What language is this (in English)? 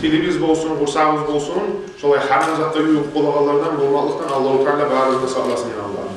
Kumyk